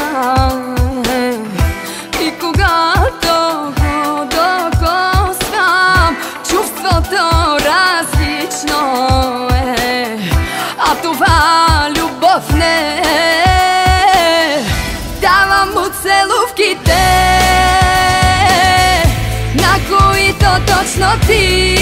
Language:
Bulgarian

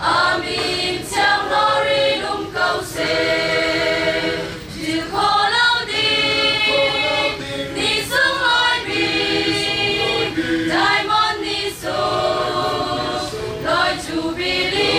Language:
Hakha Chin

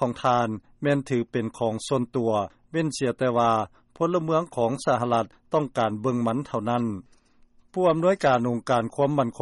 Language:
Lao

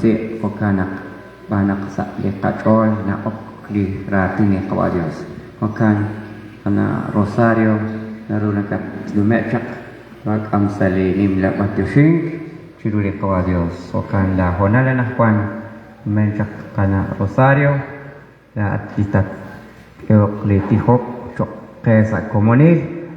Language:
Kekchí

